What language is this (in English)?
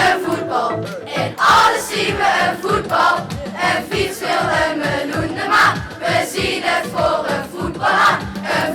Limburgish